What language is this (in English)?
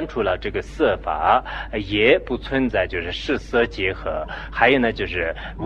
Chinese